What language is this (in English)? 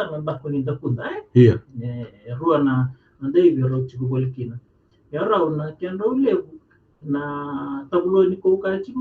Fijian